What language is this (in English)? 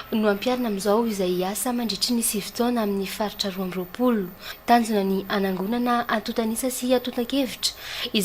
Malagasy